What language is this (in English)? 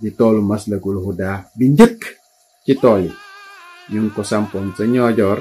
Wolof